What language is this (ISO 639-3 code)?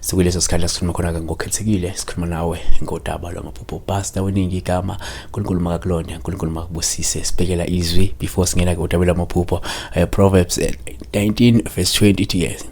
zul